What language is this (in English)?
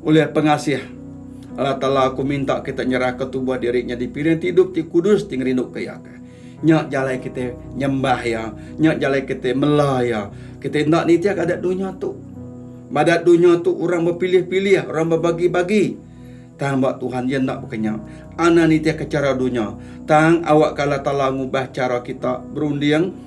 Iban